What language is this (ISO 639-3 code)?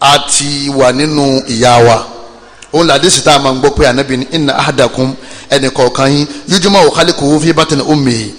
yor